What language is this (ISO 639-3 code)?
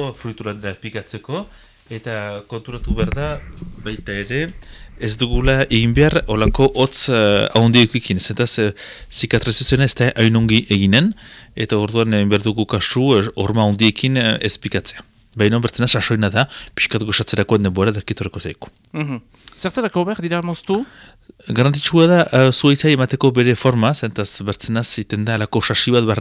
eus